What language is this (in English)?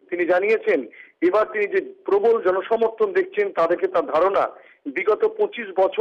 Bangla